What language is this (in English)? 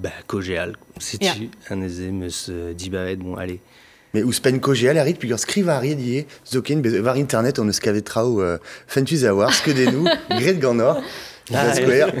Breton